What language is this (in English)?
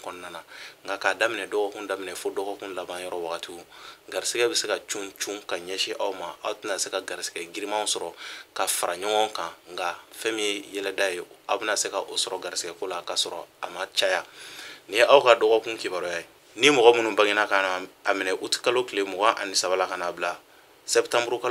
Bambara